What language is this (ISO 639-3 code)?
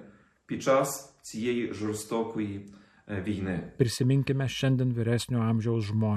lit